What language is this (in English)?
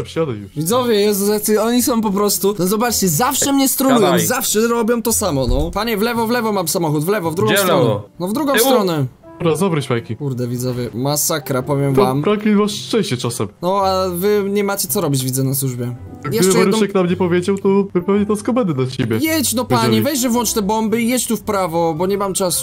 Polish